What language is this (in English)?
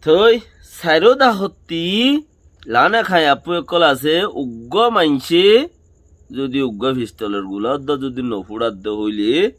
Rohingya